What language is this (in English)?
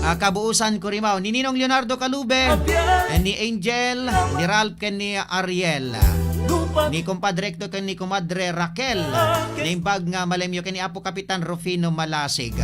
Iloko